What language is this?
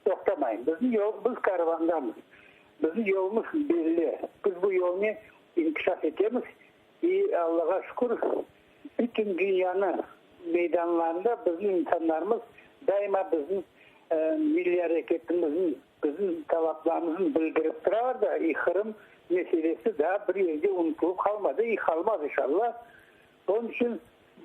Crimean Tatar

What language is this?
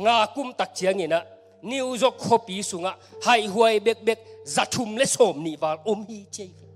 Tedim Chin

